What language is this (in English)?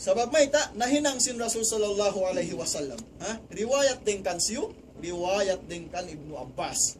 Tausug